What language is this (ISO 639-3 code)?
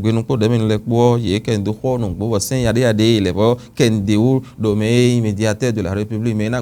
fon